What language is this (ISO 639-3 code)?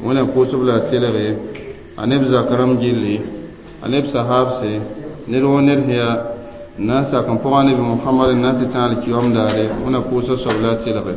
mos